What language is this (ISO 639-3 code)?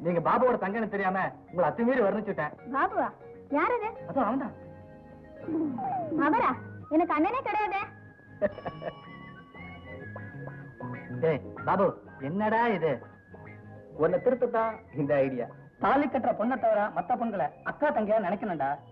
tam